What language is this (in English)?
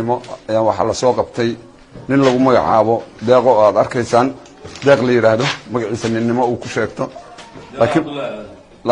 Somali